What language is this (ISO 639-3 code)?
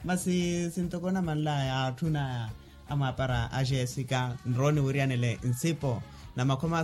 vmw